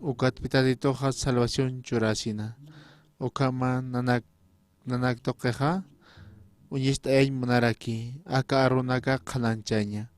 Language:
Aymara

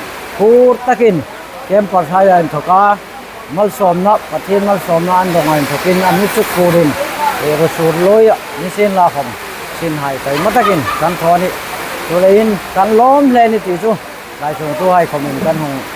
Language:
Hmar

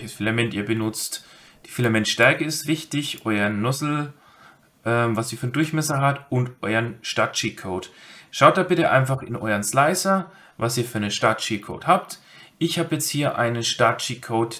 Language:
German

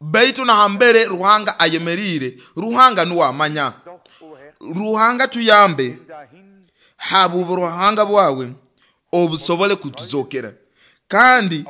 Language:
Nyoro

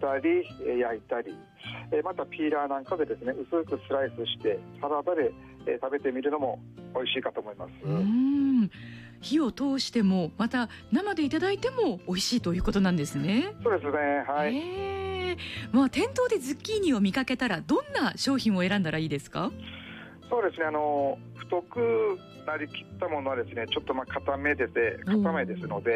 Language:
Japanese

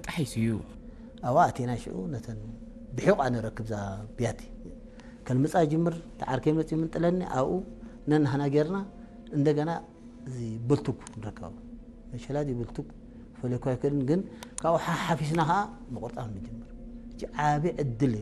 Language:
Tigrinya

